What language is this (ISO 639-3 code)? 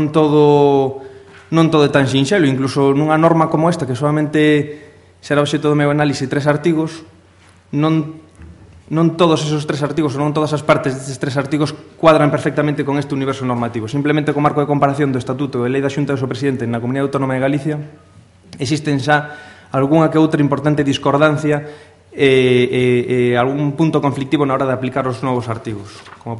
glg